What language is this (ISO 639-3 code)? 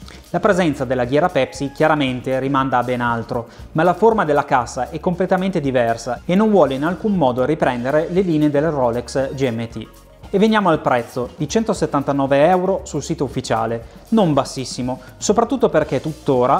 ita